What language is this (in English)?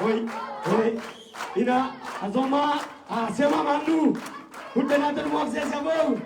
Tedim Chin